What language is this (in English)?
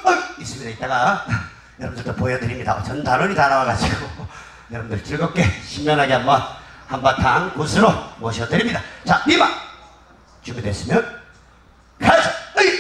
Korean